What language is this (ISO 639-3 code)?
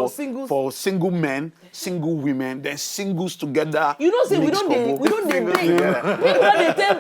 pcm